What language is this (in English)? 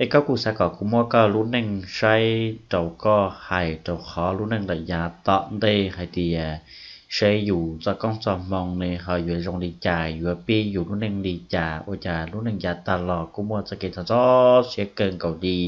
Hmong